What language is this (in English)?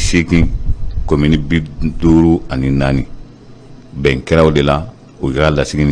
Bambara